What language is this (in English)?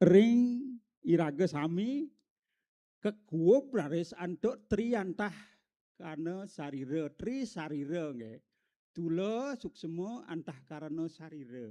Balinese